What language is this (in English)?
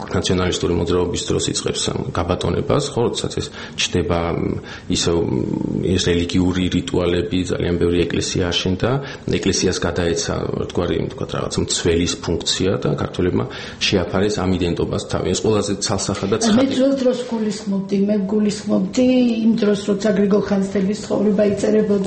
Georgian